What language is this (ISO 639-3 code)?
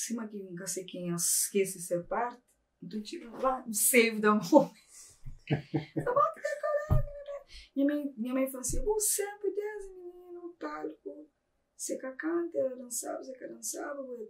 kea